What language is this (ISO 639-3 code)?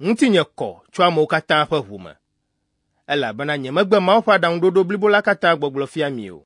ewe